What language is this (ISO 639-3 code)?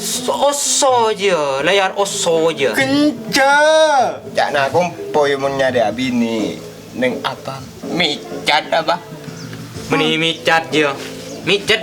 mad